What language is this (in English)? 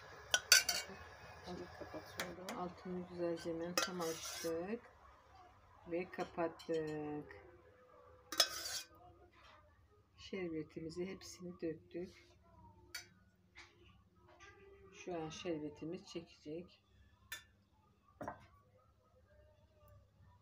Turkish